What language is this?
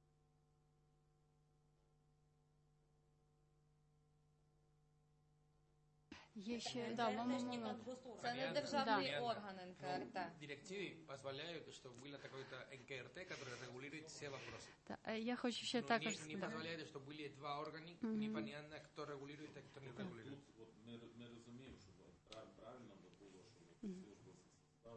Ukrainian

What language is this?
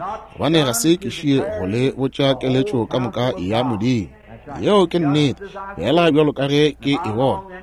Northern Sotho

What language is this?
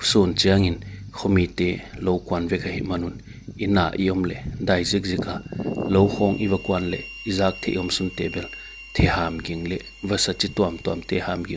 Paite Chin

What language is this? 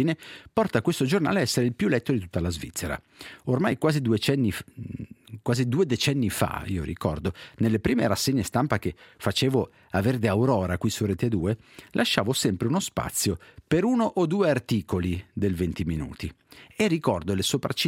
Italian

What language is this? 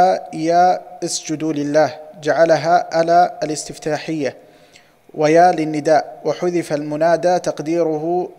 Arabic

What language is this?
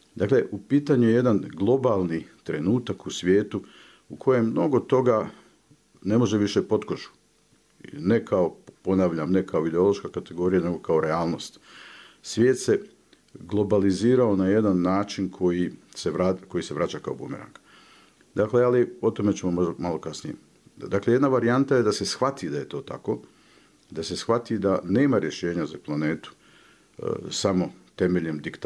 Bosnian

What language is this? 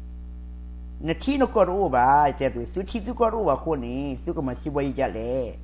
S'gaw Karen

